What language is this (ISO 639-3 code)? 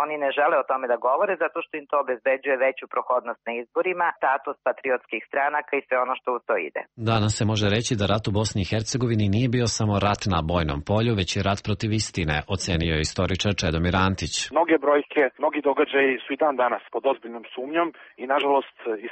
srp